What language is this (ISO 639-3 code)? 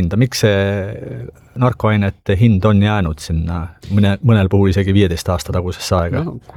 est